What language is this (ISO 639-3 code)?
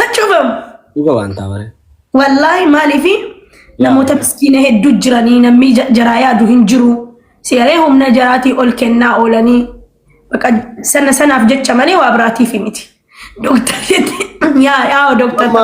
orm